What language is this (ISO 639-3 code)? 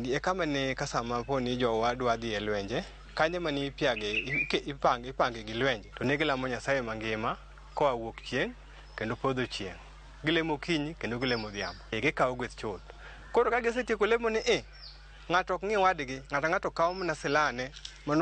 luo